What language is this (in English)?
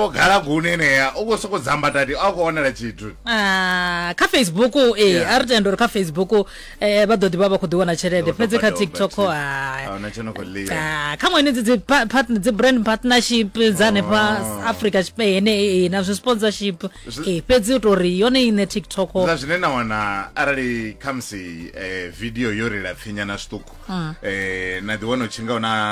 Venda